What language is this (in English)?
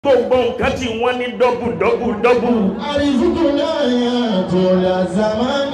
Yoruba